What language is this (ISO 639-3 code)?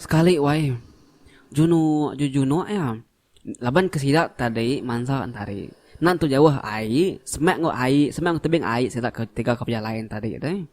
iba